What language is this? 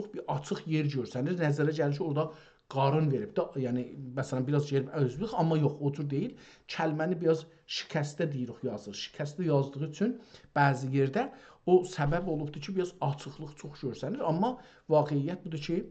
South Azerbaijani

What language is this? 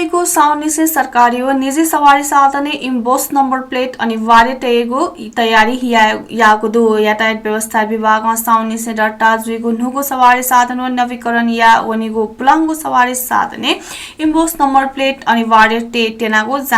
Newari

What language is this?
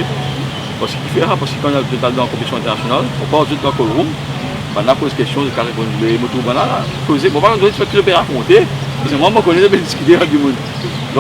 Morisyen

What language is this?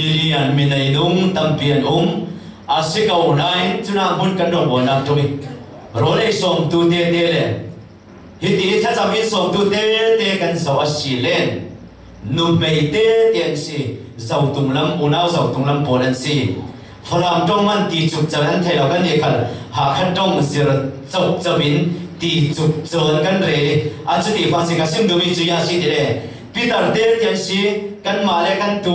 Falam Chin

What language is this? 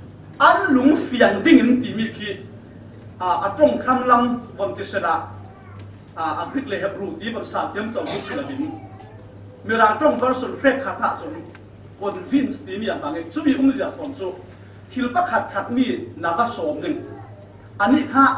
Falam Chin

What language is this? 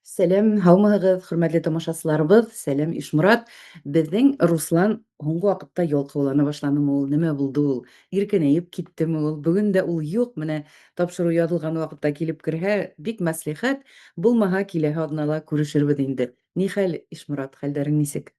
Bashkir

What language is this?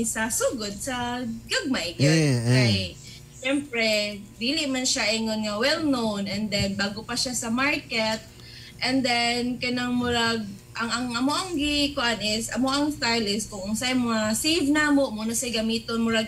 Cebuano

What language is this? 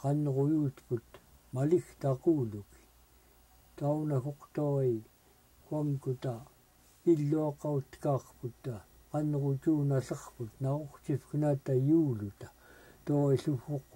Central Yupik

